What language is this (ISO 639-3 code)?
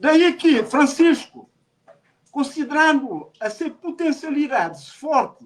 kea